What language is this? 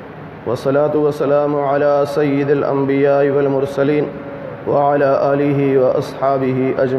Urdu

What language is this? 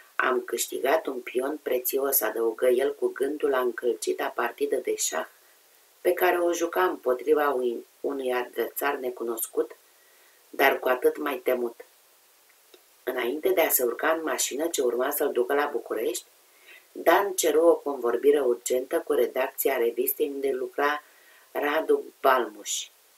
Romanian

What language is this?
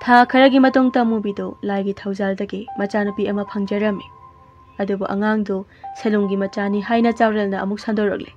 Manipuri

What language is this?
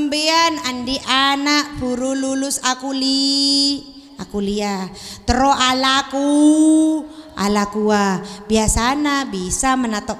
Madurese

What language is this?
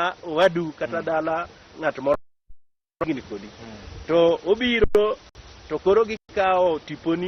Luo (Kenya and Tanzania)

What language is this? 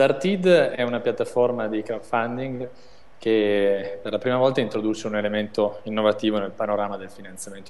Italian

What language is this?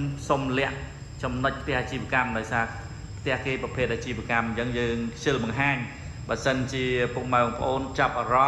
Khmer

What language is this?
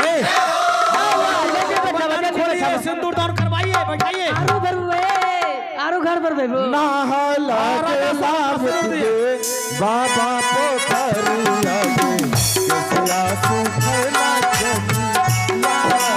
Maithili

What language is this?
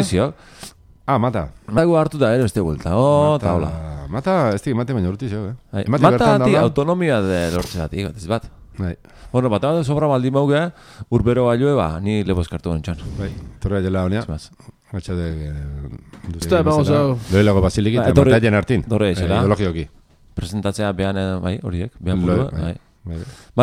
Basque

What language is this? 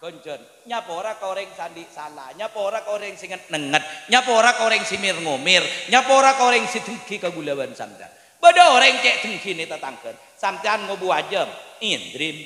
Madurese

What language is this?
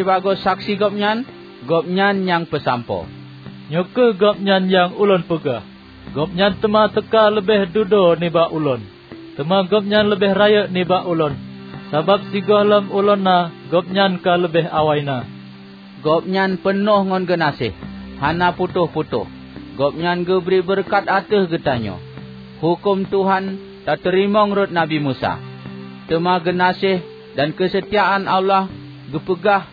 Achinese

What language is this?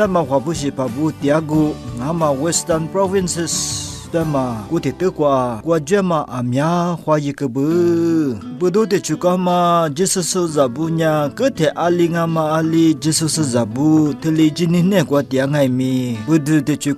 Lisu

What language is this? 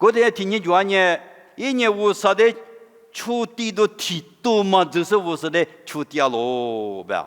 Lisu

